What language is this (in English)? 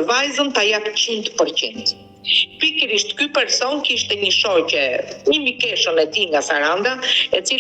Albanian